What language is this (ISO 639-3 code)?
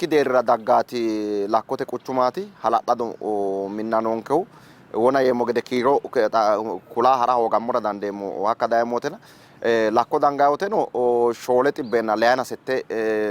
sid